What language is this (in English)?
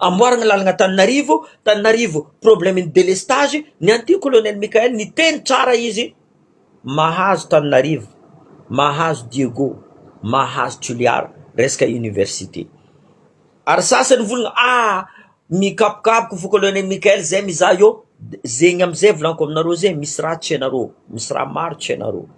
Malagasy